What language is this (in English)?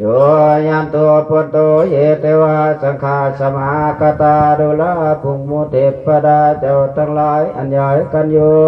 Northeastern Thai